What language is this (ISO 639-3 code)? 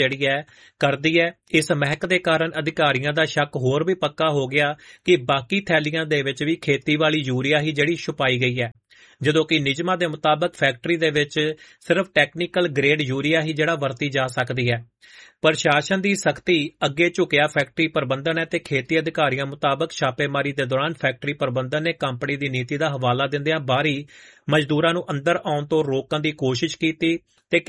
pan